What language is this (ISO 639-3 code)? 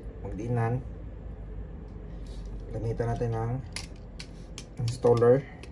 fil